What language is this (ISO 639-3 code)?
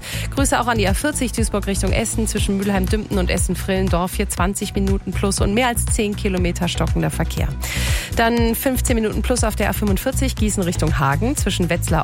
deu